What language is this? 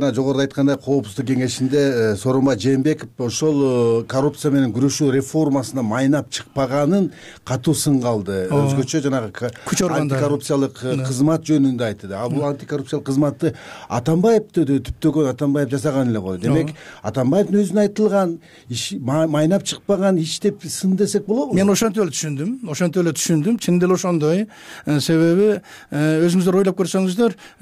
Kyrgyz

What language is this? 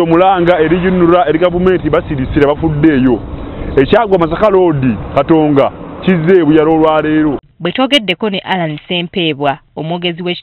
Ganda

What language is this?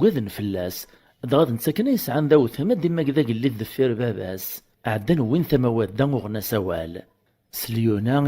Kabyle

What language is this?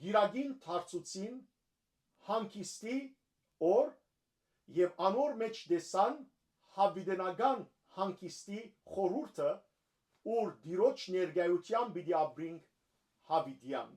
Western Armenian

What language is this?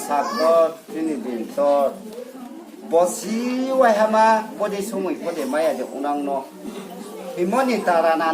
Riang (India)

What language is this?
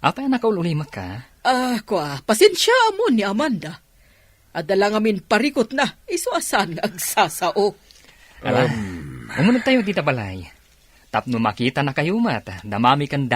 Iloko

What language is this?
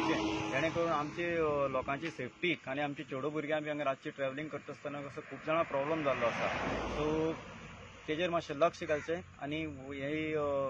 Konkani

